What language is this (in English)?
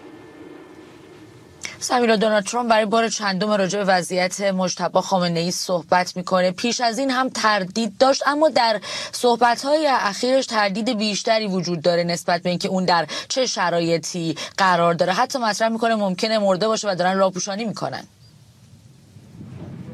Persian